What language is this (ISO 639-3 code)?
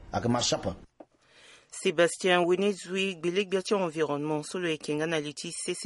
sag